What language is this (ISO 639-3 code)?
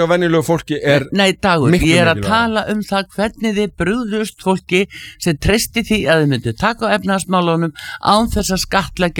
isl